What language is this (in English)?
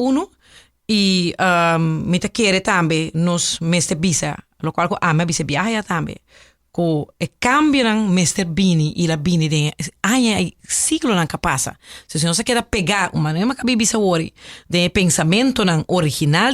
Papiamento